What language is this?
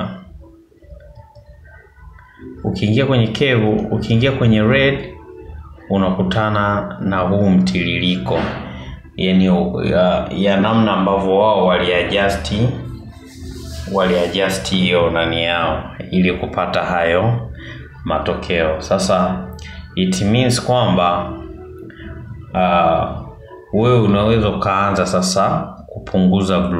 Swahili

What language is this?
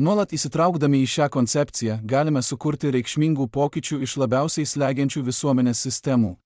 Lithuanian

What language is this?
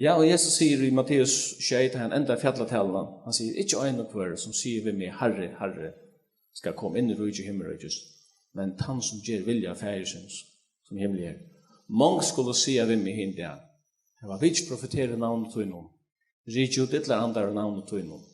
Faroese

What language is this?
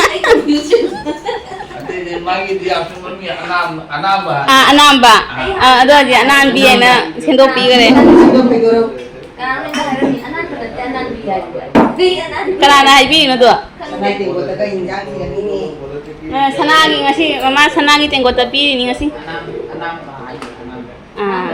Manipuri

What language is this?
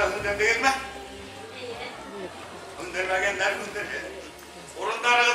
Bashkir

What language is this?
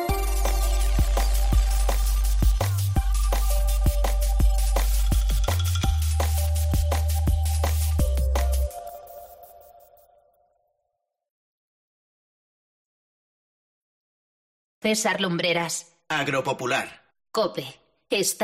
Spanish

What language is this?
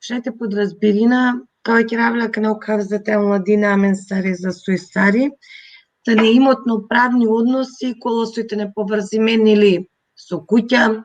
Balkan Romani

